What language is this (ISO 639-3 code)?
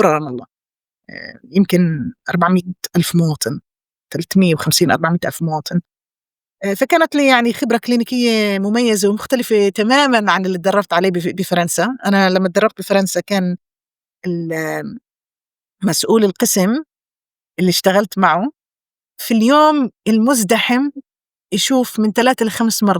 apc